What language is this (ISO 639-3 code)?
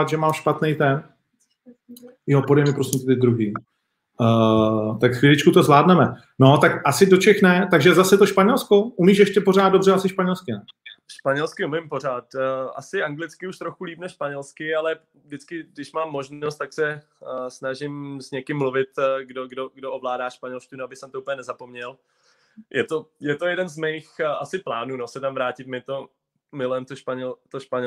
ces